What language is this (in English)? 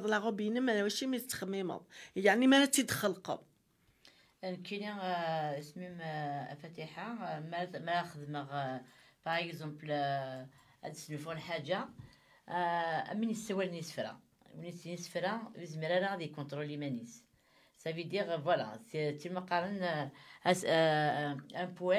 Kabyle